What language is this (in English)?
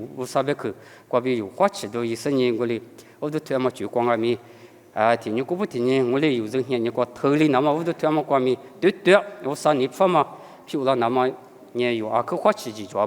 Lisu